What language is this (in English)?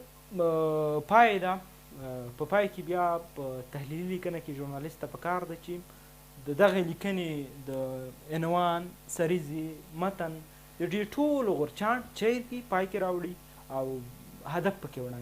Pashto